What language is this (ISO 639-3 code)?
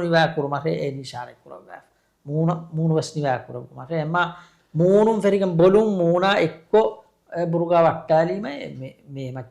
div